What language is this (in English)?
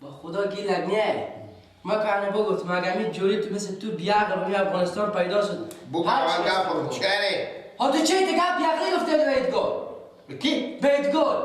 Persian